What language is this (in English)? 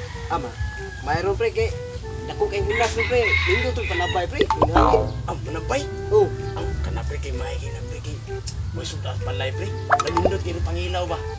Cebuano